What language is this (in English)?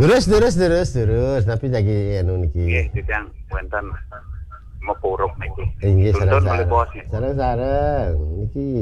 Balinese